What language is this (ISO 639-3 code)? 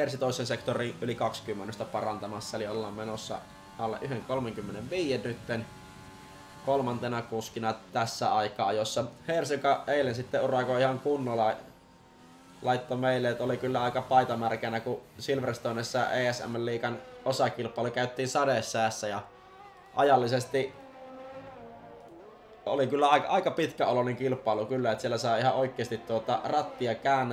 fin